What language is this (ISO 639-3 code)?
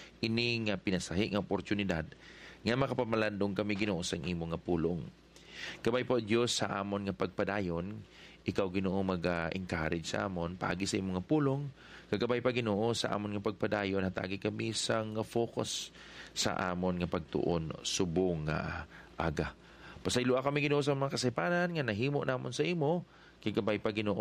hil